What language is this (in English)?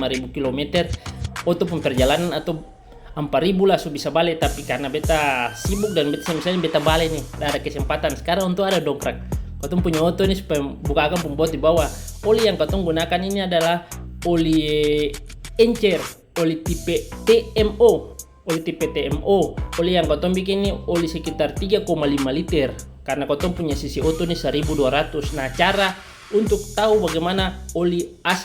Ambonese Malay